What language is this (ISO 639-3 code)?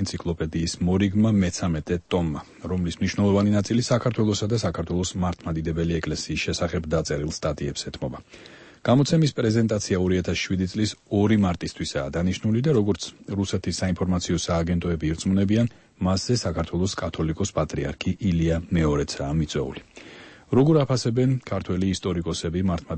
kat